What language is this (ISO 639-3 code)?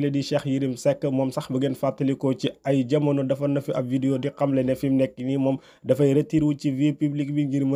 wol